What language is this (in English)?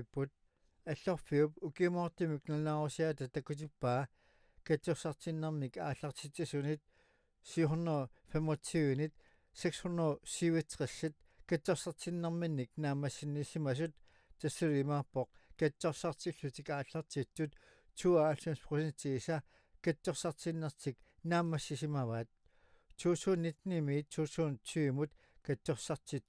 Kalaallisut